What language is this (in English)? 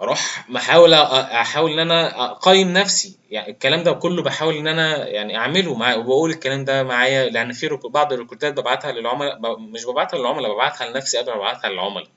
Egyptian Arabic